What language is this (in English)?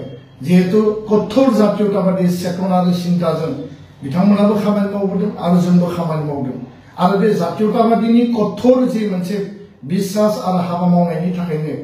Bodo